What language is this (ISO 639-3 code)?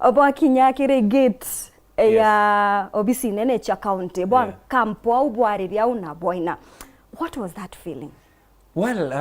mer